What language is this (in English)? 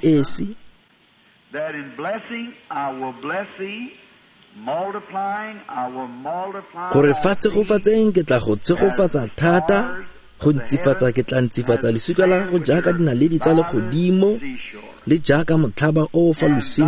Tswana